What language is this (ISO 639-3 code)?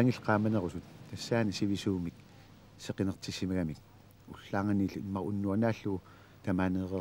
kal